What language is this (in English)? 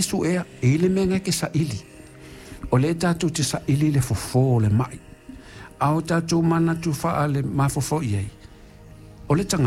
Samoan